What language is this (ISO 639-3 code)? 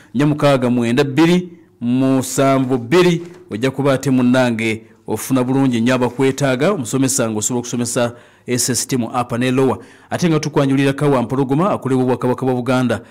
lug